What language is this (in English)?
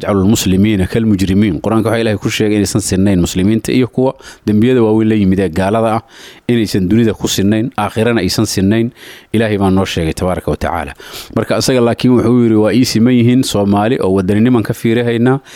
Somali